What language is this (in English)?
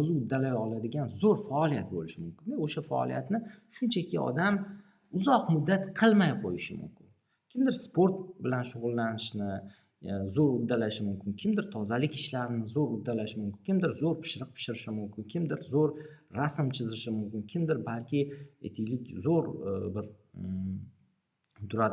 Uzbek